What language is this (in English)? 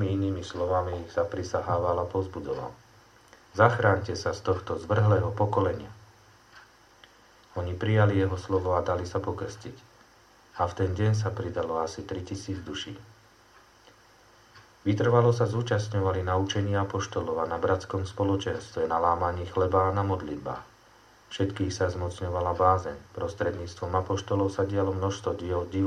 Slovak